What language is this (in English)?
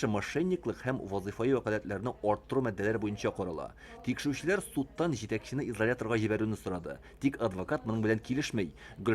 Tatar